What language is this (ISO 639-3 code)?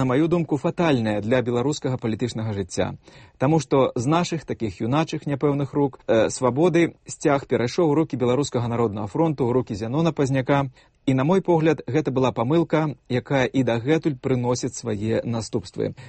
bel